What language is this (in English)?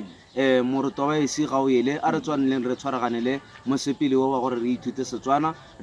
Tswana